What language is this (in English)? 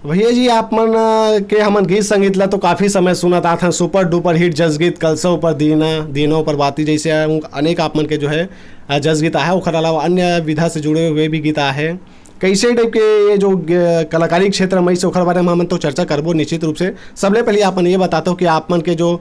Chhattisgarhi